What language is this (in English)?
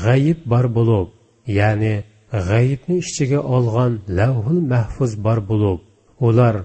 Uyghur